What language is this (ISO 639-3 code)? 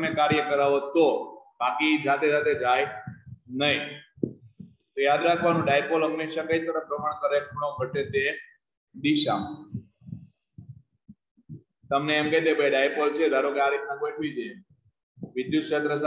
guj